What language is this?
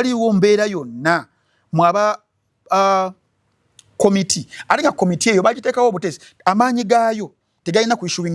Ganda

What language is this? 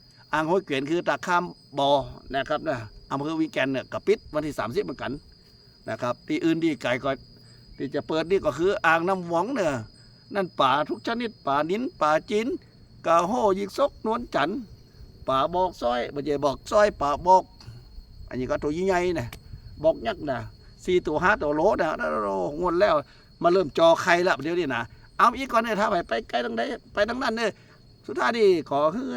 Northeastern Thai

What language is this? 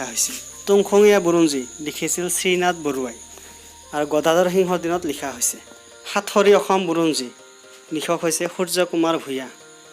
Assamese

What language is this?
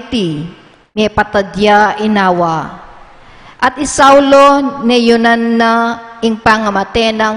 Pampanga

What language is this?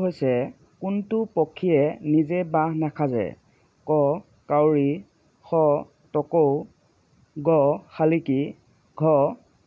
Assamese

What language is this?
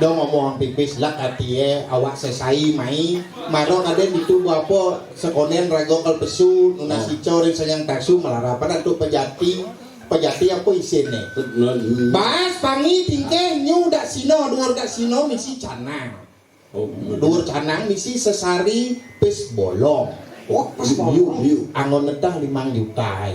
Balinese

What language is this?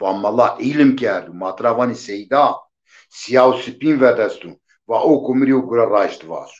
Zaza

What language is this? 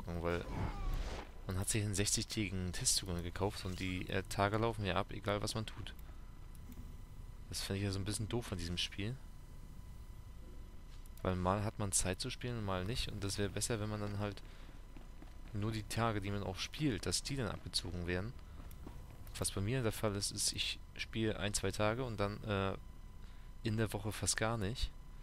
German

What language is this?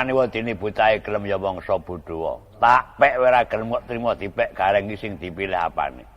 Javanese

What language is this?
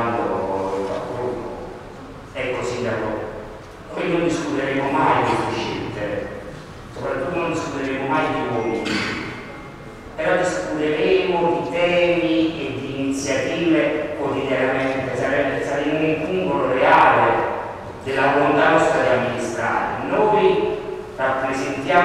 Italian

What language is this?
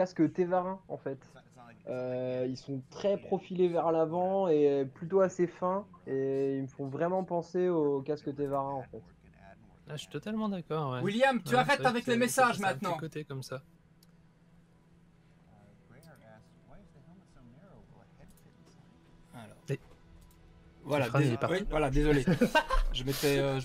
French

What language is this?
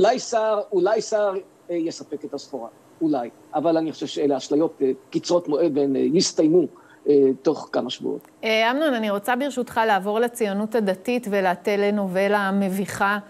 Hebrew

